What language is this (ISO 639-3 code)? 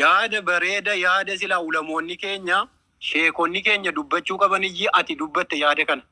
orm